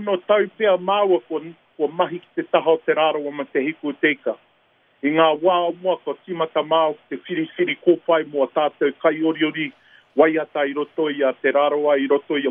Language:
Māori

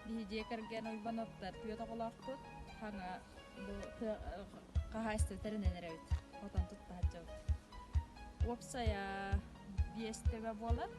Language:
Yakut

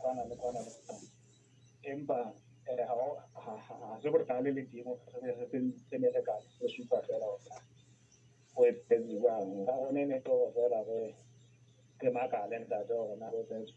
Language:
Southern Sotho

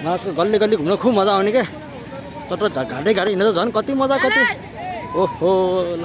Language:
Nepali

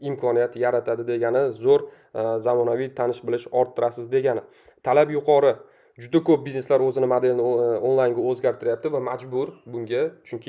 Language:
Uzbek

